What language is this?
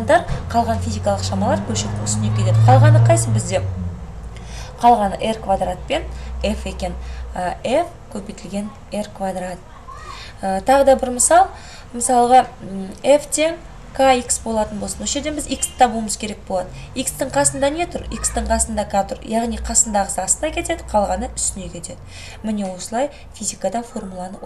Kazakh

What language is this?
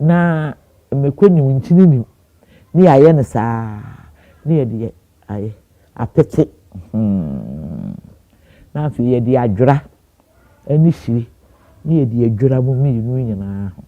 Akan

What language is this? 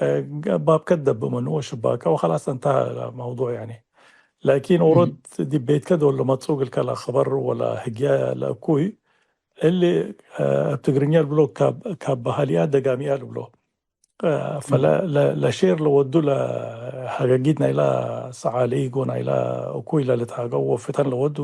Tigre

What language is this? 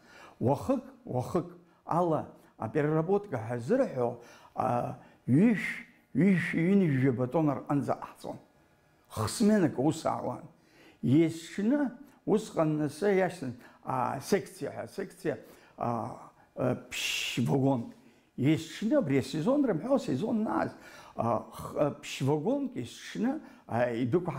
Abkhazian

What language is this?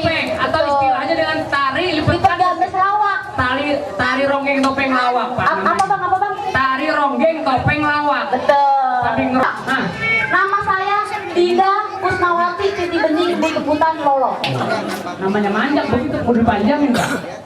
Betawi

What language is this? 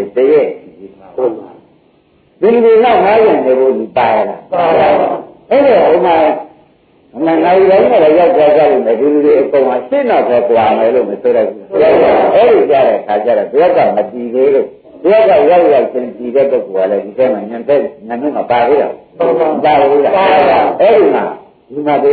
Burmese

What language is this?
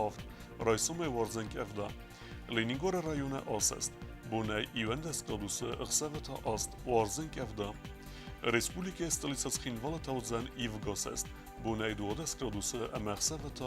Ossetic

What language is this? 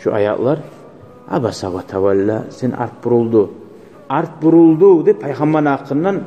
Kumyk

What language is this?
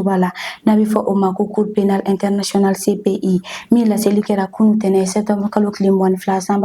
Bambara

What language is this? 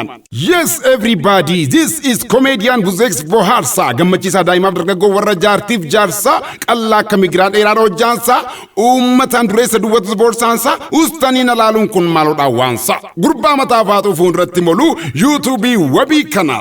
Oromo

